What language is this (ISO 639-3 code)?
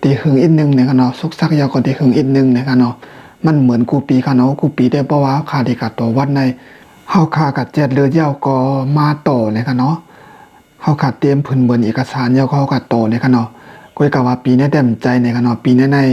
shn